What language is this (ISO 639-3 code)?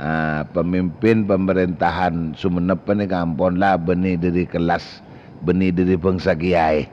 mad